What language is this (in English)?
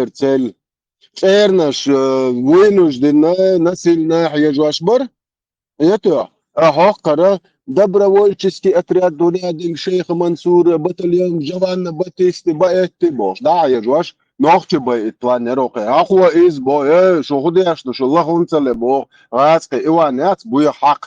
Chechen